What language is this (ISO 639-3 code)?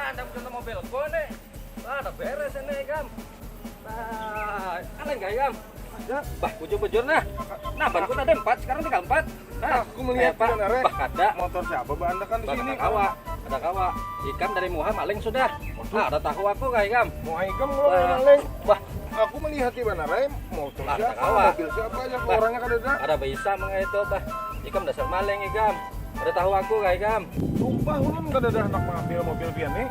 bjn